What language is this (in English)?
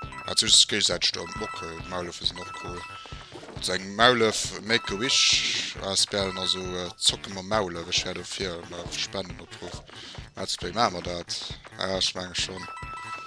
Luxembourgish